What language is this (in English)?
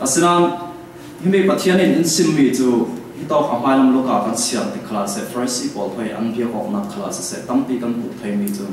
Falam Chin